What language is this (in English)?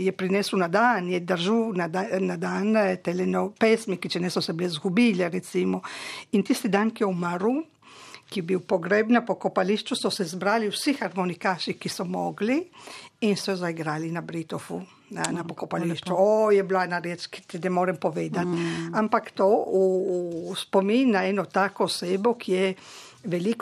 Slovenian